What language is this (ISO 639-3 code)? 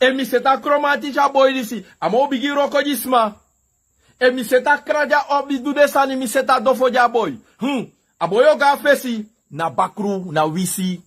srn